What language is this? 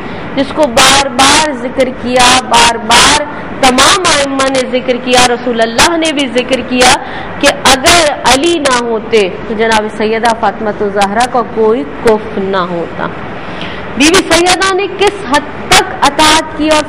Urdu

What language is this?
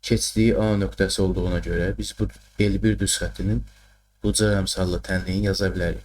Azerbaijani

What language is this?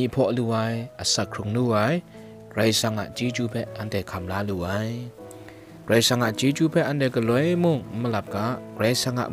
Kachin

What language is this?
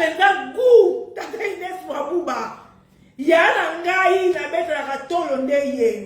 Lingala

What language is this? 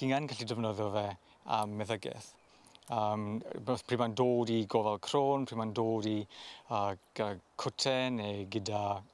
Welsh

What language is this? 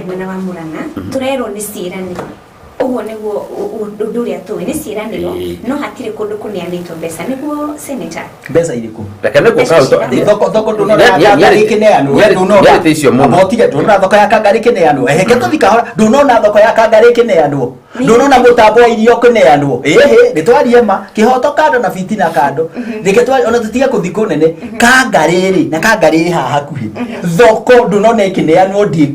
Kikuyu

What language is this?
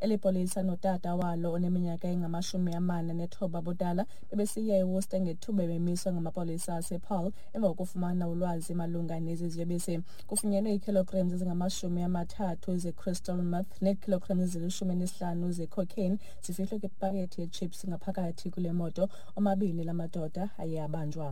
Xhosa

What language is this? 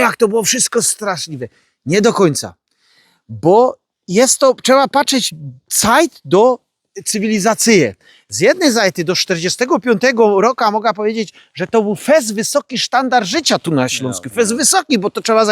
Silesian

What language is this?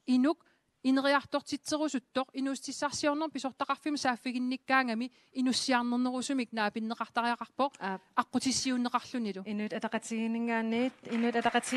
Kalaallisut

